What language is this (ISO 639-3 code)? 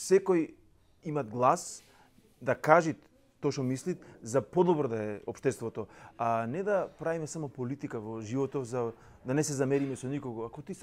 mkd